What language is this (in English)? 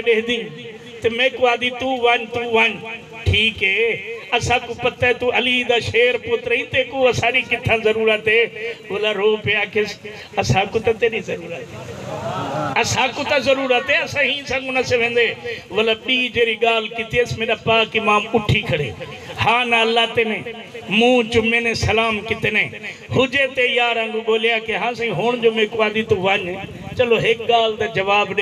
Saraiki